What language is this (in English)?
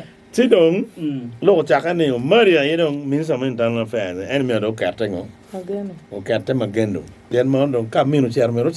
Acoli